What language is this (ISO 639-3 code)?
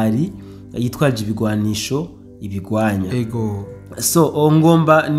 run